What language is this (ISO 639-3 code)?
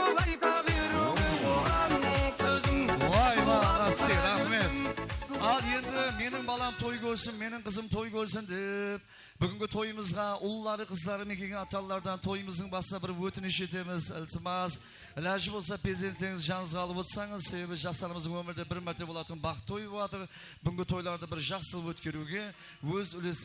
kaa